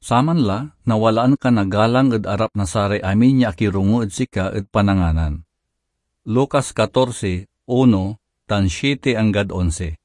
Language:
Pangasinan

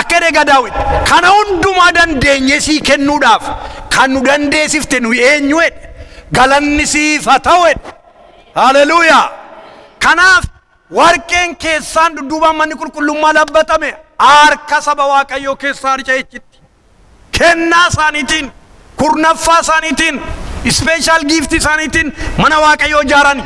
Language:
Oromo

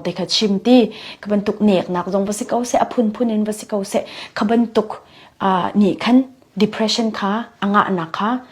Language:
Falam Chin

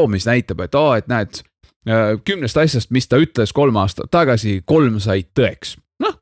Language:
Estonian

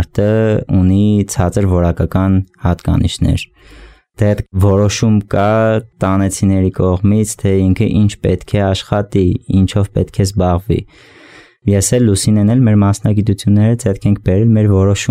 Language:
Armenian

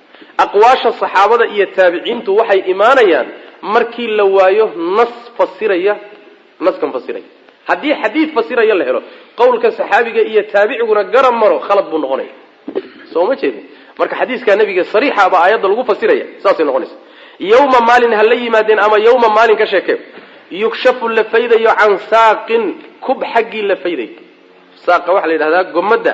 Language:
Somali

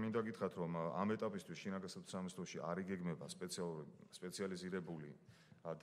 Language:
Georgian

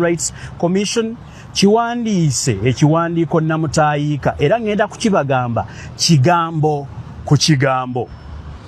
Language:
Ganda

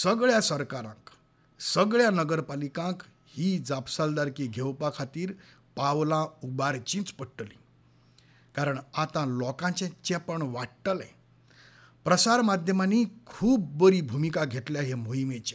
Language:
Konkani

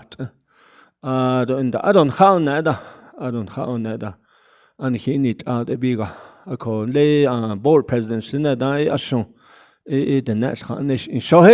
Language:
Navajo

